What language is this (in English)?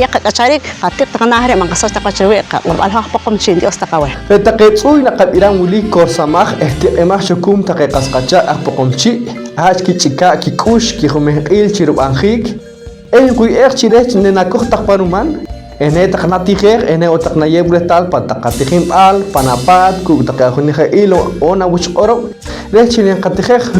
Poqomchi'